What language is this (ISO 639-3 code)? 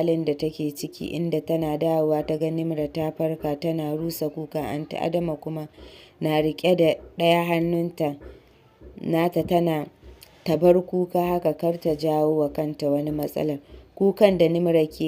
hau